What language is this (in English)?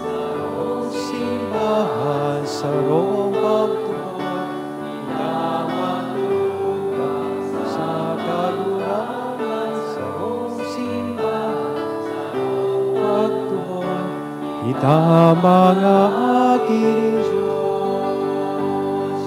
Bikol